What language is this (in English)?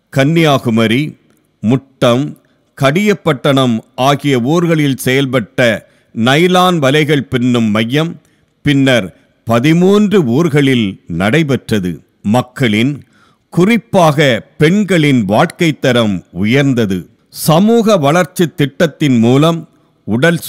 Tamil